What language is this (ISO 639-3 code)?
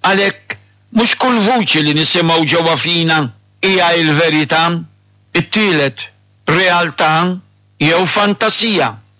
mlt